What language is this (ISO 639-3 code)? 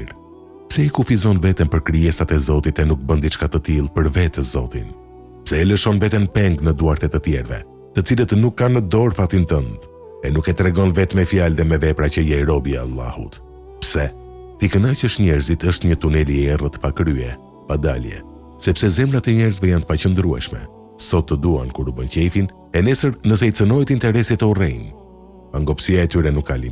sqi